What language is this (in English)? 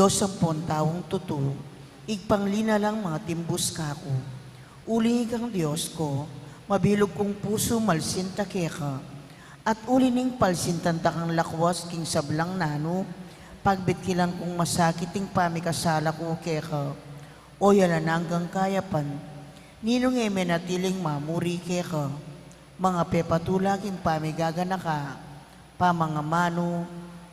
Pampanga